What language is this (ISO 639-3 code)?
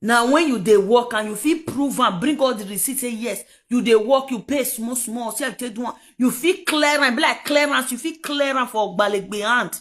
pcm